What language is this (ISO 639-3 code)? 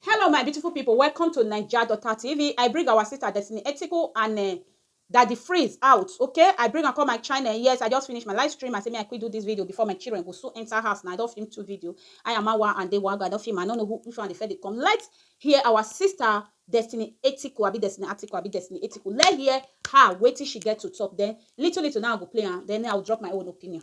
pcm